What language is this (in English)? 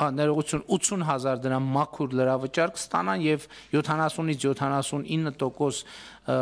Armenian